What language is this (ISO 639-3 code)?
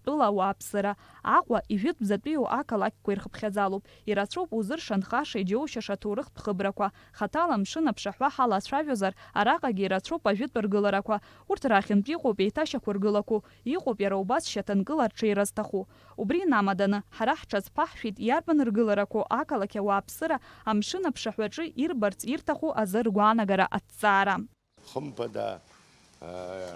abk